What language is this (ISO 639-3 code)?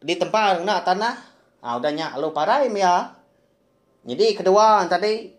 iba